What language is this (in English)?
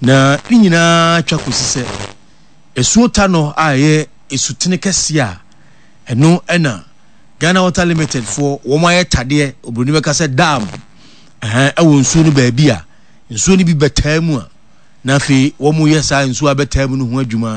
Akan